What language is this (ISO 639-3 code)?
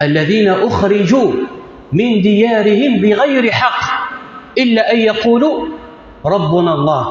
kab